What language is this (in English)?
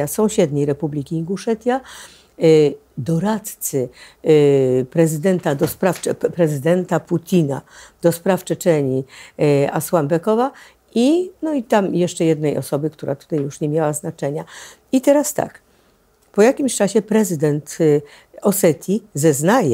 Polish